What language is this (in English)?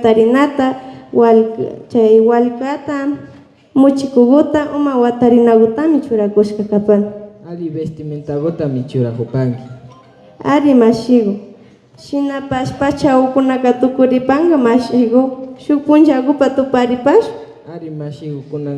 Imbabura Highland Quichua